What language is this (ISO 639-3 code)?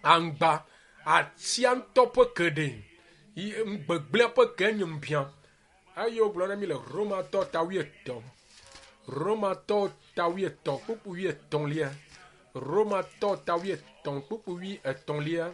ewe